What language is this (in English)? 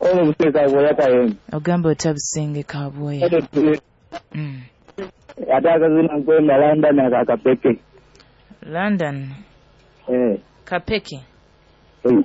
Nyoro